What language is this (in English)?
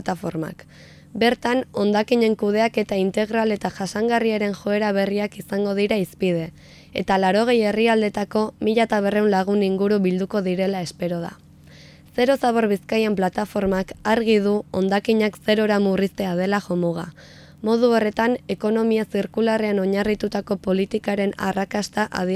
Basque